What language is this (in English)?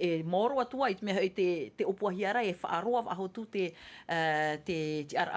Tahitian